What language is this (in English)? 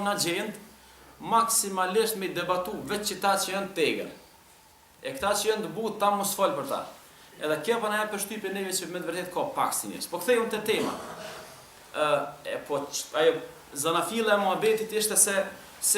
Albanian